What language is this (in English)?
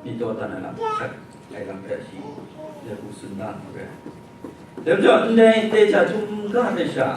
Kachin